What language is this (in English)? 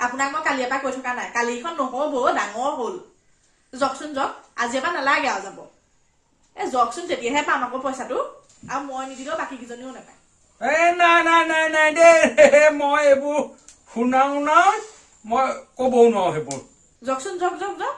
Assamese